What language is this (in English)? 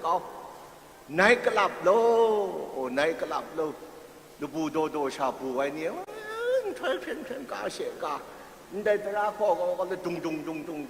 Kachin